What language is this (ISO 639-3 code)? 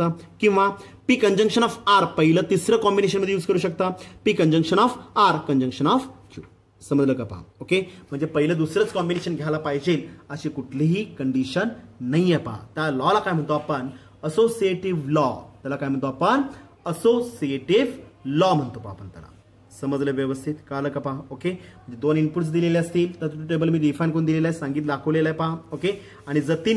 mar